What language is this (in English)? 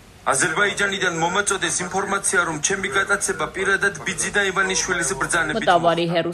Armenian